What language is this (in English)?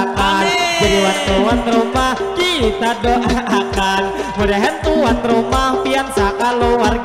Banjar